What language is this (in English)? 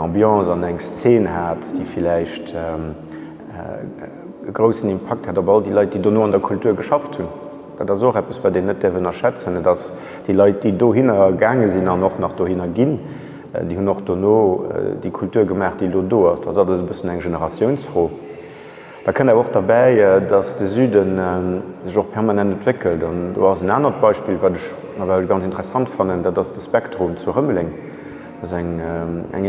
Luxembourgish